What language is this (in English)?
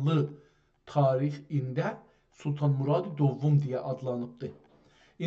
South Azerbaijani